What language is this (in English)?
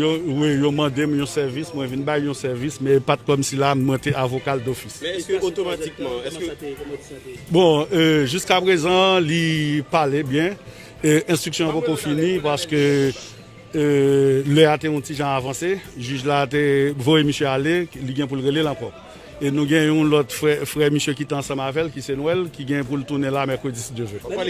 Haitian Creole